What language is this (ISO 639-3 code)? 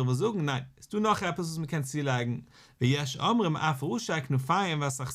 yid